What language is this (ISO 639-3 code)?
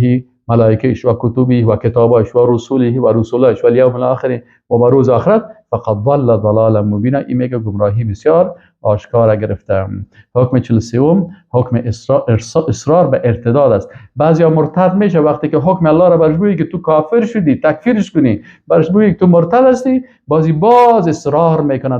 fas